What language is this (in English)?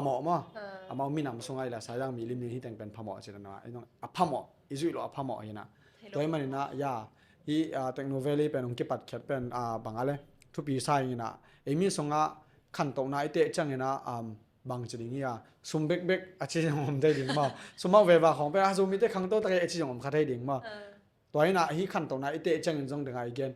Tedim Chin